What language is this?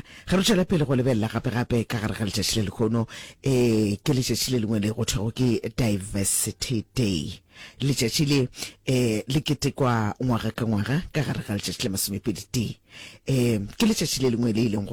Northern Sotho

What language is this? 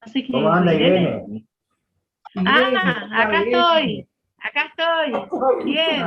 Guarani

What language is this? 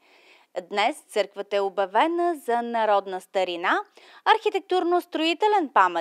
Bulgarian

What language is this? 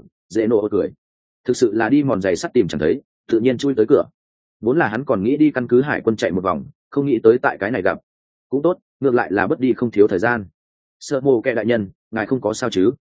Vietnamese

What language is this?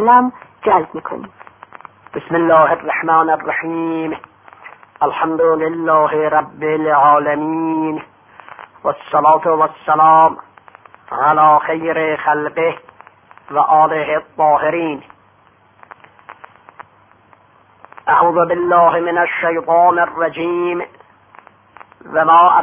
Persian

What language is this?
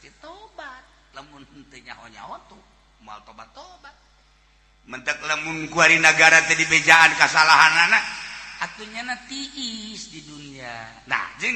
Sundanese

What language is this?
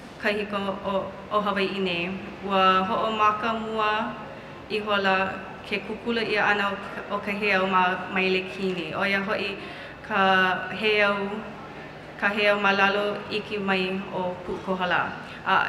Hawaiian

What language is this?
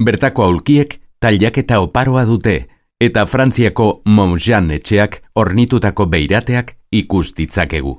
Basque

